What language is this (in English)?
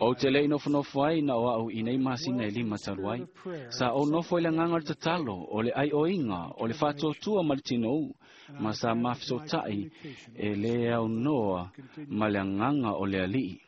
Samoan